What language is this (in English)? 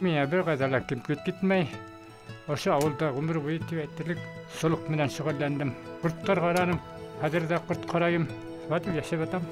Bashkir